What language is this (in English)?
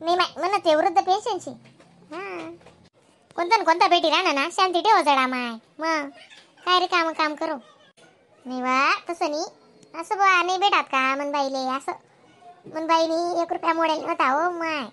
Khandesi